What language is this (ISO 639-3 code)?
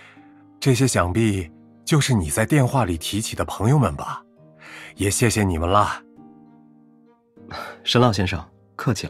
zho